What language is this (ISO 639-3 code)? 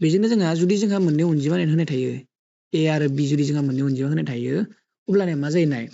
brx